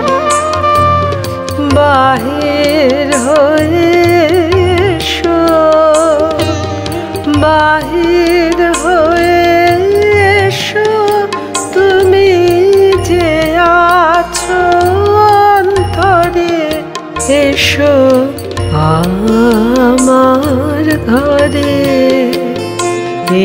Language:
Bangla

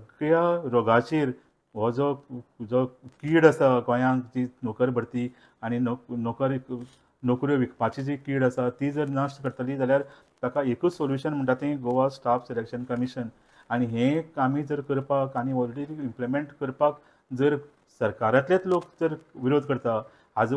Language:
Konkani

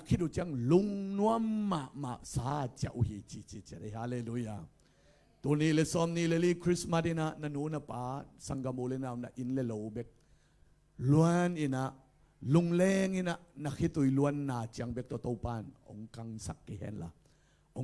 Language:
Tedim Chin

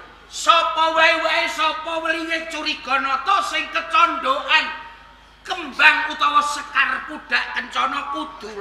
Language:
Javanese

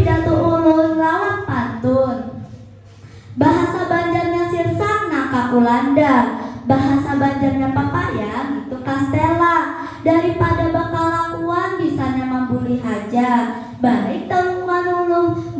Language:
Banjar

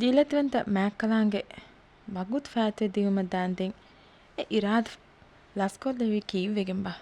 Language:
Divehi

